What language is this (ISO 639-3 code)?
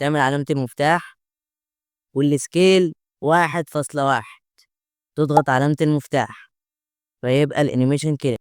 arz